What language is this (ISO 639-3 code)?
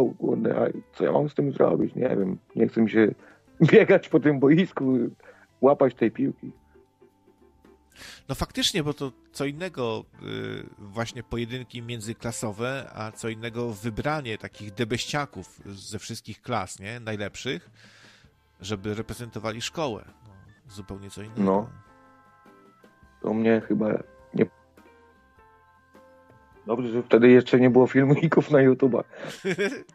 pol